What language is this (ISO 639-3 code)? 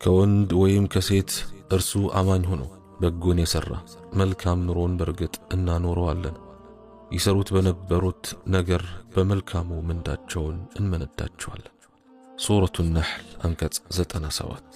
amh